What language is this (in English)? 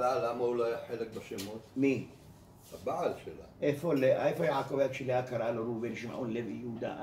Hebrew